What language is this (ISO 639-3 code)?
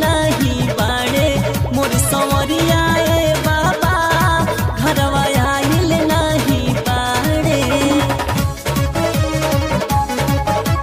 bho